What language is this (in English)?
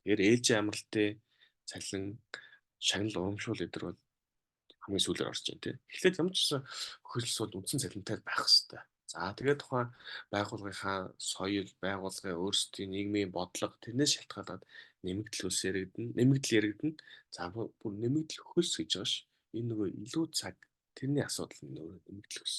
Mongolian